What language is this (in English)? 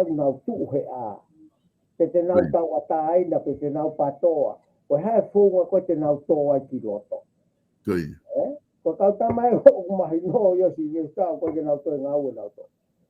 Tongan